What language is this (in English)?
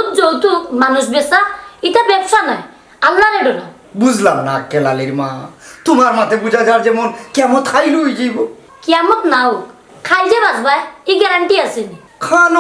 Sylheti